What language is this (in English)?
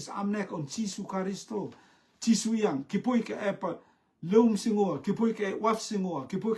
Rotuman